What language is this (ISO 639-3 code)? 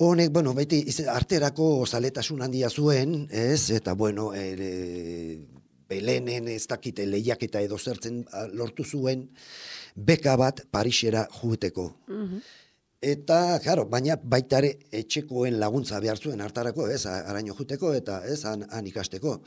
eus